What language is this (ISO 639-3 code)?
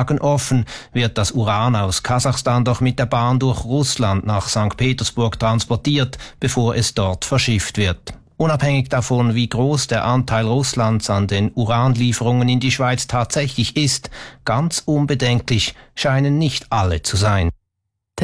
deu